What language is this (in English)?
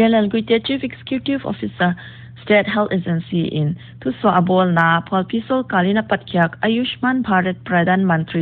Paite Chin